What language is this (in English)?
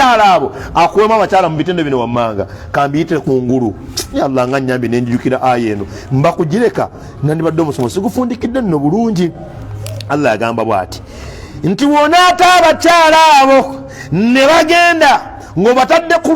Ganda